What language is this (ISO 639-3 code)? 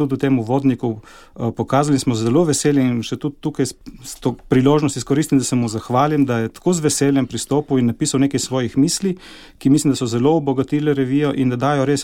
slv